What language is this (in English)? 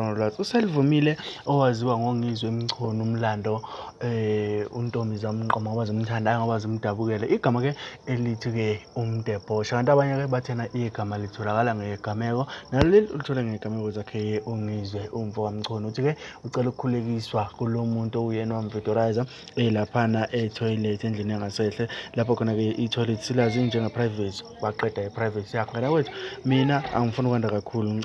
Zulu